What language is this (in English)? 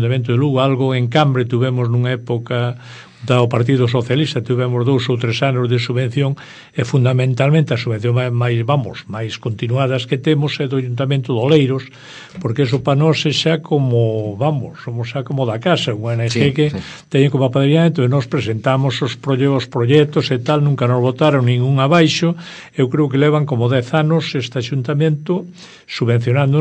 Galician